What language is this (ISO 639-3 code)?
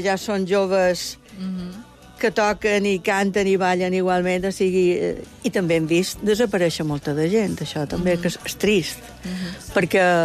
cat